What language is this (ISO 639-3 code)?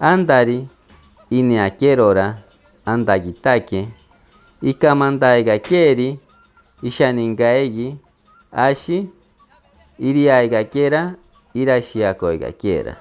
mcb